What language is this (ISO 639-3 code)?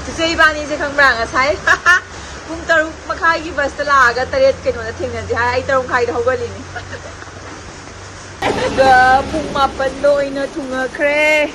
mni